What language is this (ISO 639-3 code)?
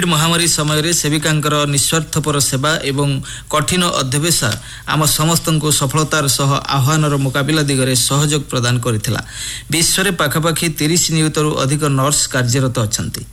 ori